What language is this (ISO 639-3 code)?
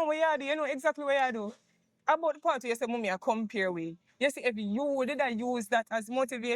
jam